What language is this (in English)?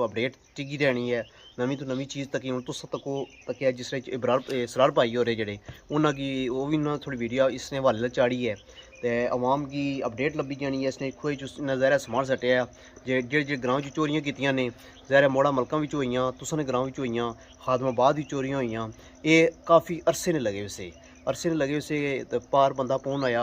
Pahari-Potwari